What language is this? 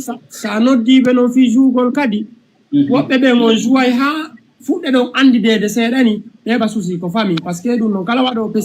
Fula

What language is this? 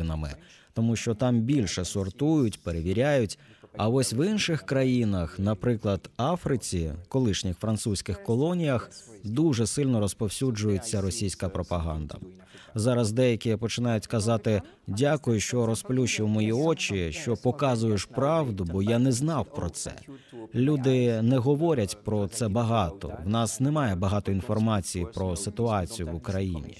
Ukrainian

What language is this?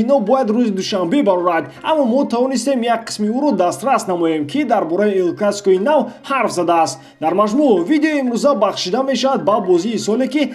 Tajik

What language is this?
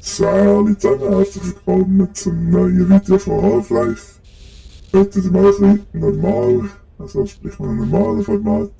Swiss German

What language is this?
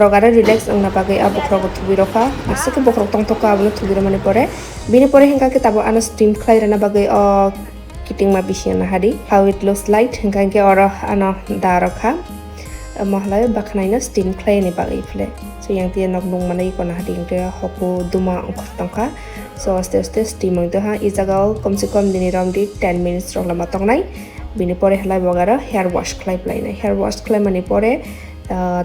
Kok Borok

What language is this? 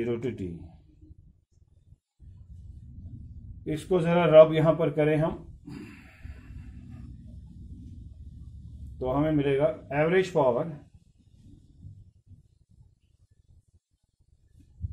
Hindi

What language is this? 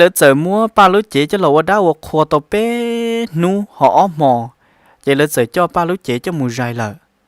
Hmong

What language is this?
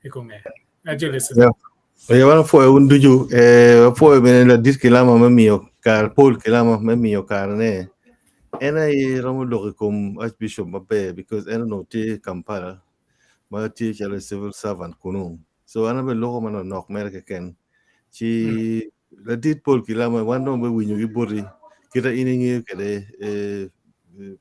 Acoli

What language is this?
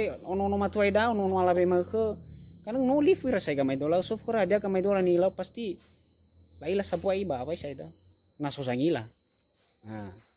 Nias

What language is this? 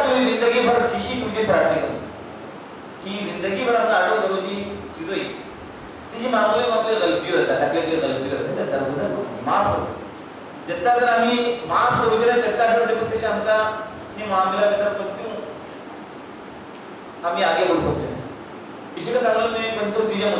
Marathi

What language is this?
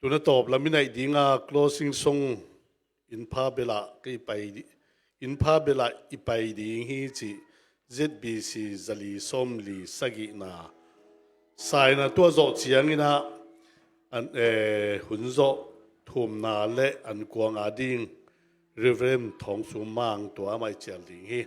Tedim Chin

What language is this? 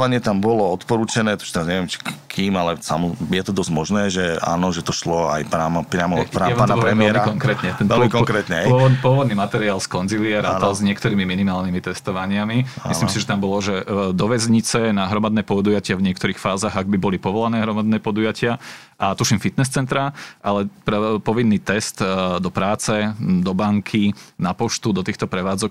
Slovak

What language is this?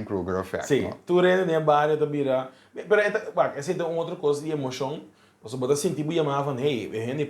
Papiamento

